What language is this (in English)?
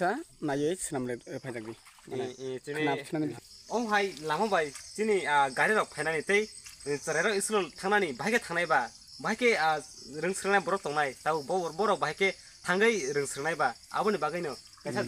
Riang (India)